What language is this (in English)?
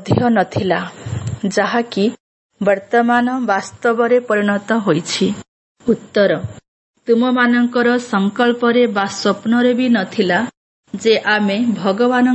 Odia